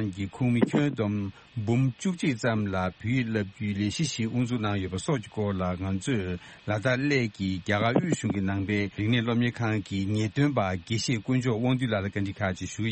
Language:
Tibetan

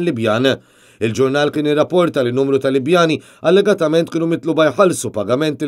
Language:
Maltese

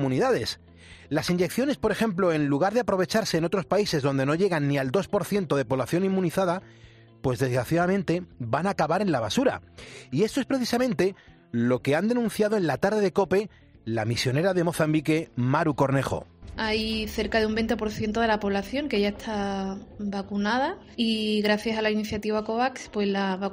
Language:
Spanish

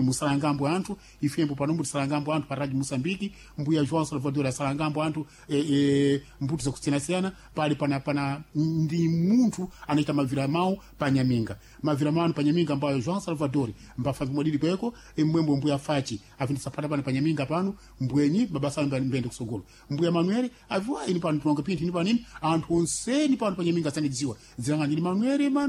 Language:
Sena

